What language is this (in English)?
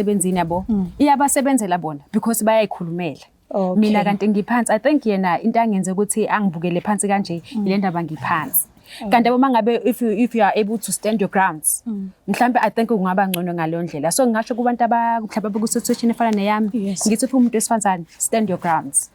Zulu